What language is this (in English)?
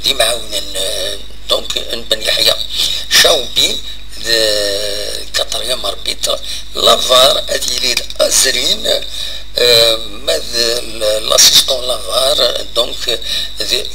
Kabyle